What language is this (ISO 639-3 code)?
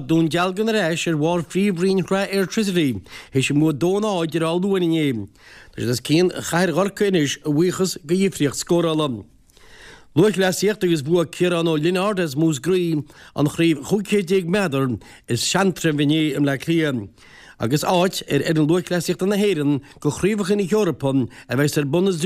gle